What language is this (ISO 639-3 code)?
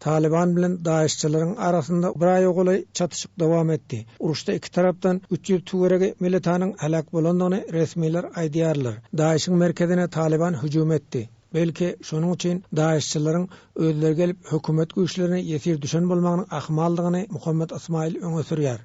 tuk